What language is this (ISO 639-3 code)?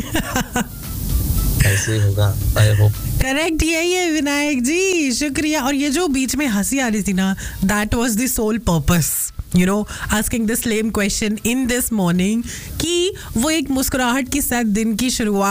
hin